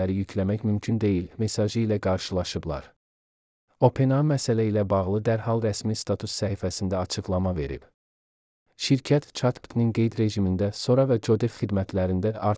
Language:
Azerbaijani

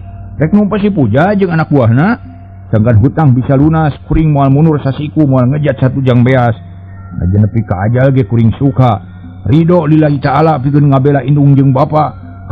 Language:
Sundanese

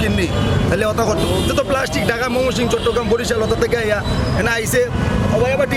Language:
Sylheti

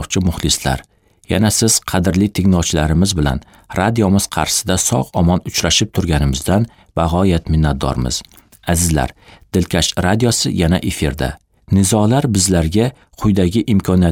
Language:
Uzbek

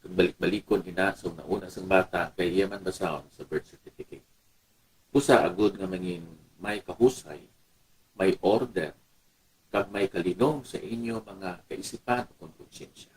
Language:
Hiligaynon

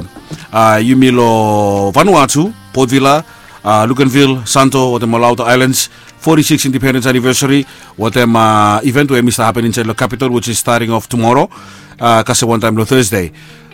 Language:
Bislama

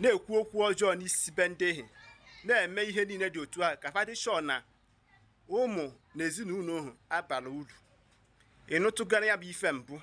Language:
Igbo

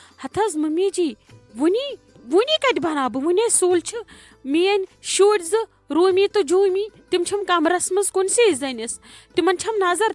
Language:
Kashmiri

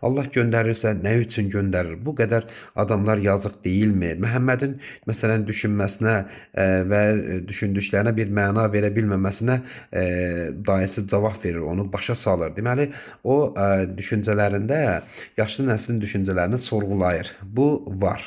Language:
Azerbaijani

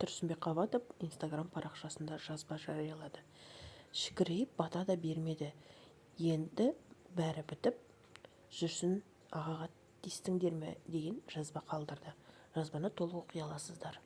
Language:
Kazakh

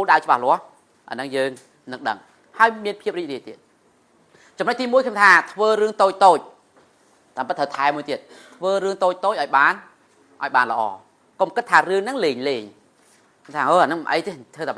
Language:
Khmer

